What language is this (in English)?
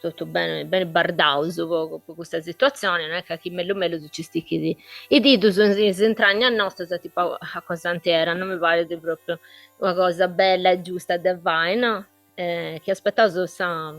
Sardinian